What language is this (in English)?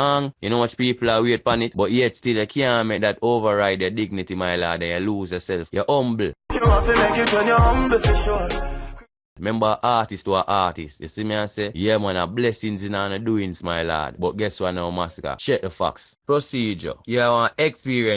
Jamaican Creole English